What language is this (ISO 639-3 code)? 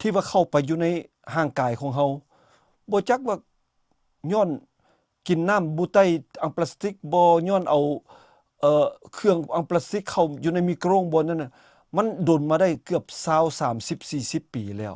lao